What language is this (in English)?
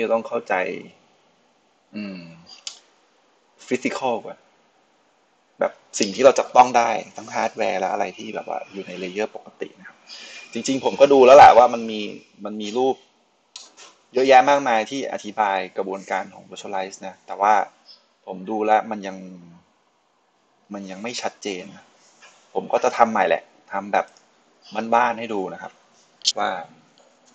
Thai